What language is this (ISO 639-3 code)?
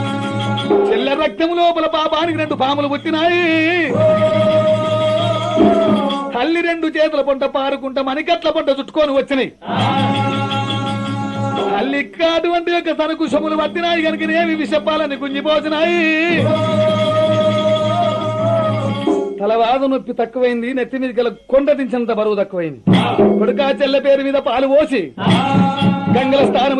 tel